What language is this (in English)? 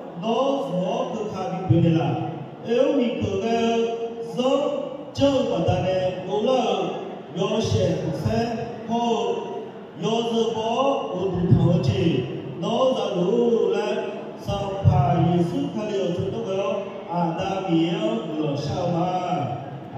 Akha